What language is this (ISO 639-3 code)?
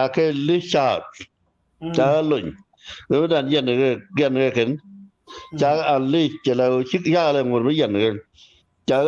nus